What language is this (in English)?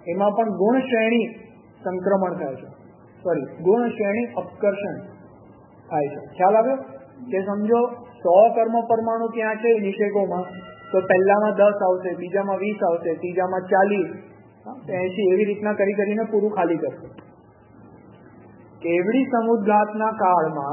Gujarati